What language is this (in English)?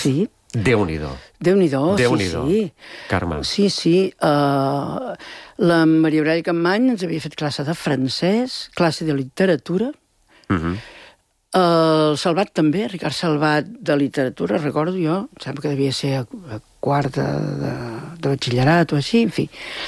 Catalan